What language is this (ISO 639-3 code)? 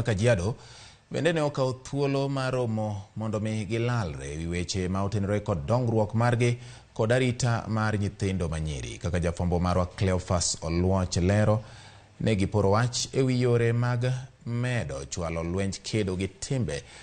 luo